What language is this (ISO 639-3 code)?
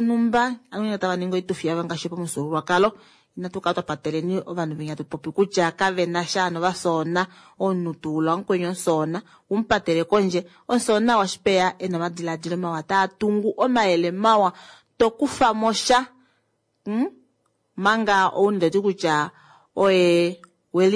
kua